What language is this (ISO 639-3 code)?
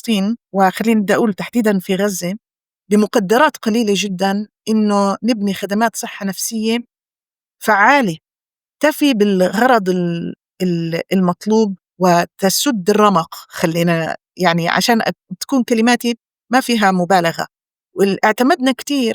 apc